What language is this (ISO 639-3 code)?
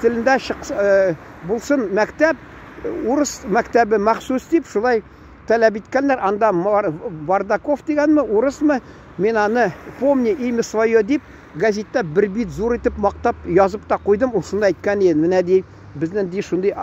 tat